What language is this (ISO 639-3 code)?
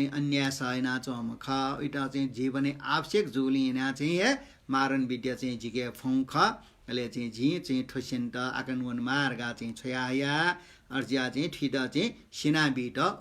new